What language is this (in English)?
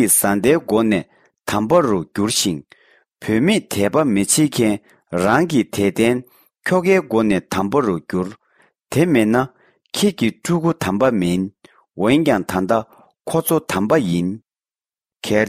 Tibetan